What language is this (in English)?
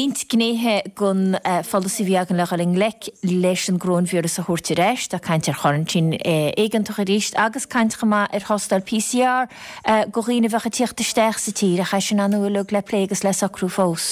Irish